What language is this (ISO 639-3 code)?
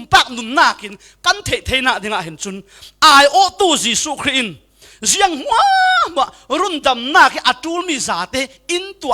cfm